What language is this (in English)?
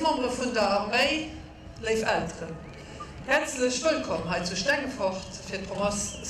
Luxembourgish